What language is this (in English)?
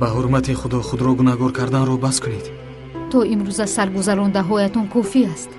Tajik